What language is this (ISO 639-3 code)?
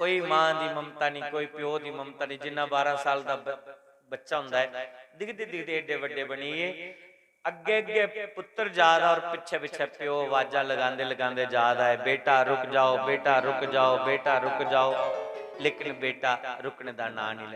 doi